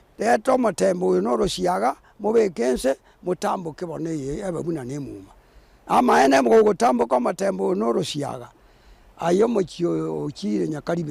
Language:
Gusii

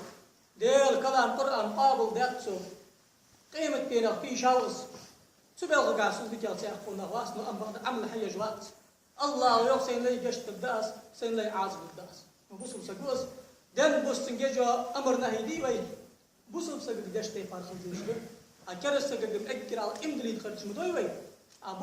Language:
Ingush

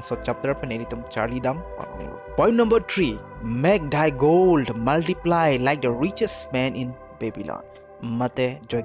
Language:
Karbi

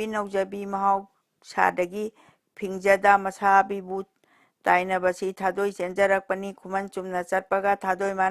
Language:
Manipuri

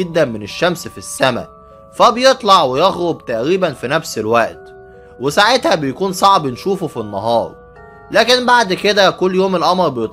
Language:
Egyptian Arabic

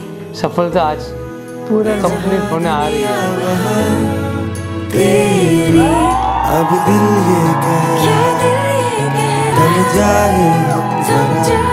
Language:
Hindi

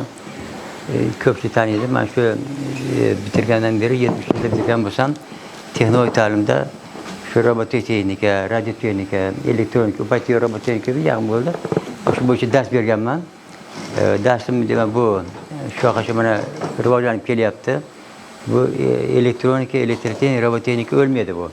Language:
Uzbek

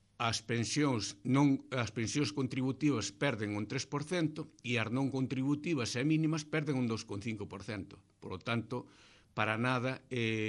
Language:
Galician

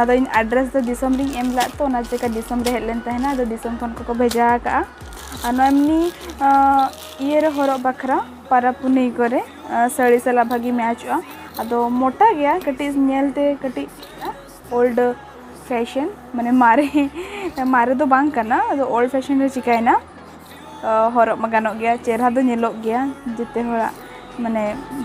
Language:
Santali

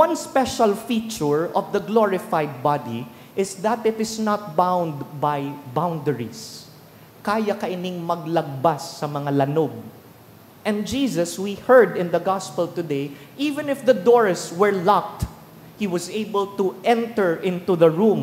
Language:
Bikol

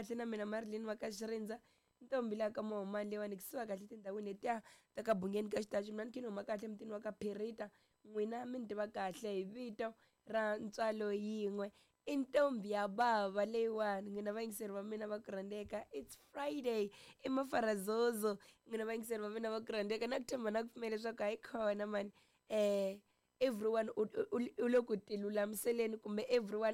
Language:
Tsonga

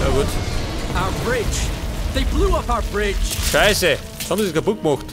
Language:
Bavarian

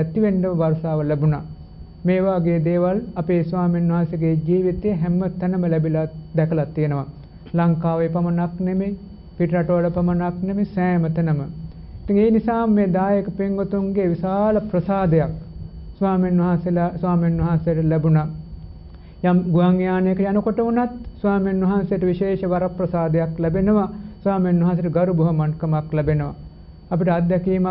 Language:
Sinhala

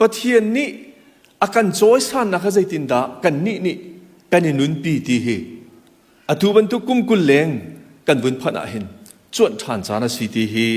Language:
Hakha Chin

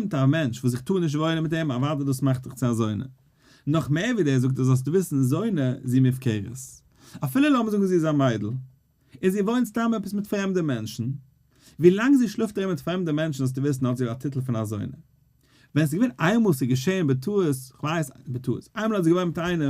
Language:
Yiddish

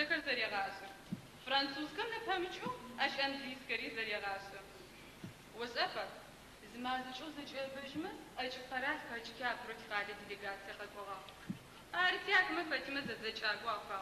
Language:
Adyghe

